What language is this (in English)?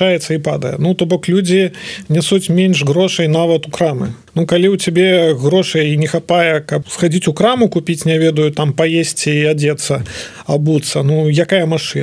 Belarusian